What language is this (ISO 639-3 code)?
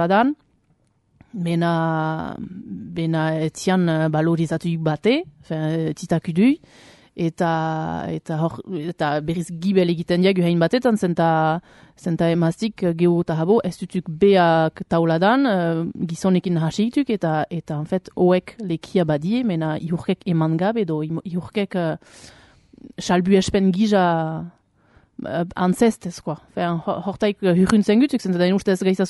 eus